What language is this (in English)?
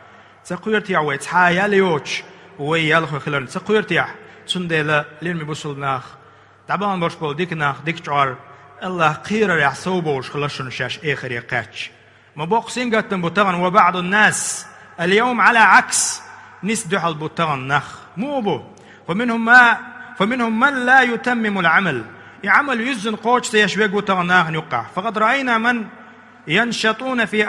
Chechen